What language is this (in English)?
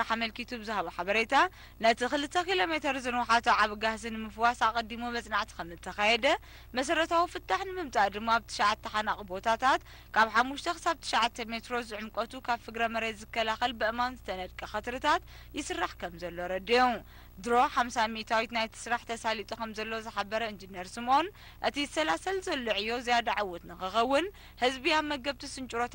Tigrinya